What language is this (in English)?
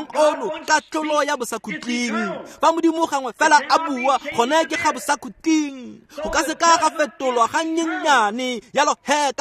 Tswana